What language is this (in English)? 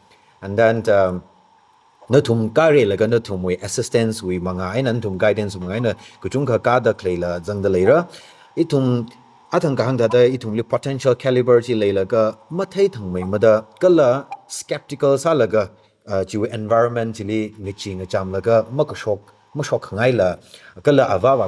Tangkhul Naga (India)